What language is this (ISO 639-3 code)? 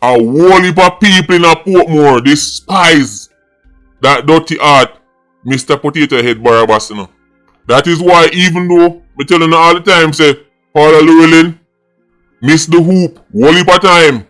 jam